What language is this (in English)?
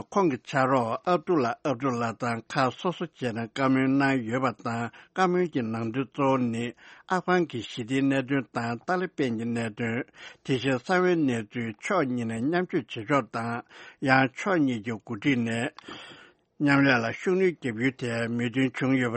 Tibetan